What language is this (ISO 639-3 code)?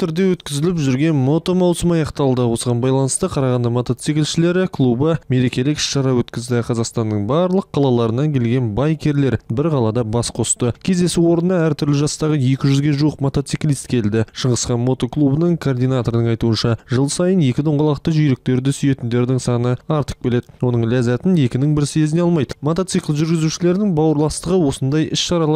kaz